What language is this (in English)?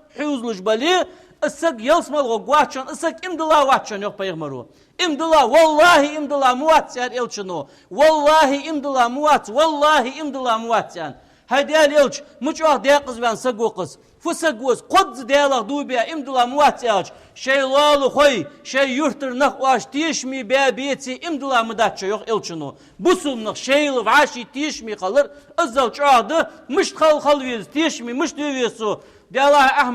Ingush